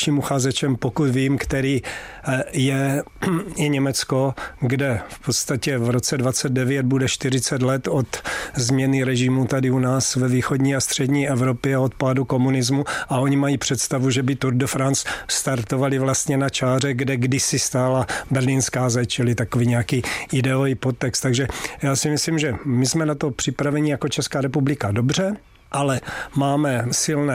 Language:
Czech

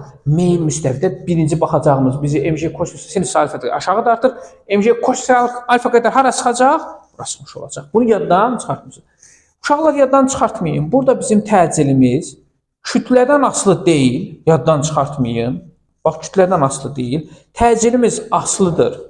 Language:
Azerbaijani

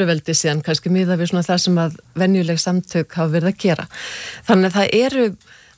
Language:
Icelandic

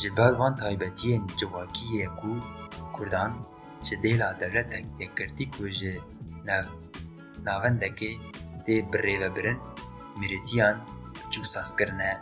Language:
Kurdish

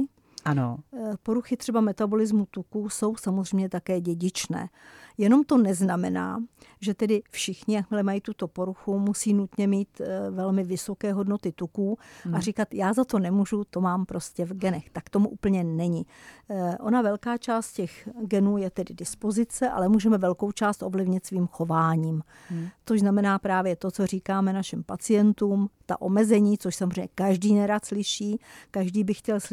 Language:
Czech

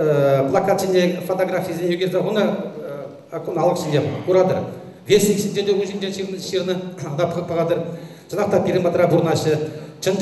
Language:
Chuvash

